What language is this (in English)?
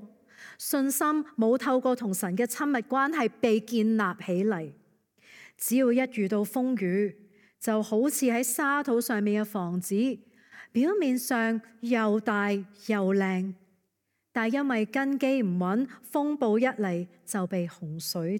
Cantonese